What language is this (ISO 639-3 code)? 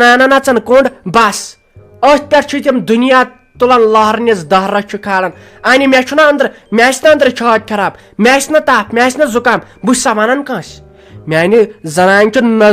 kas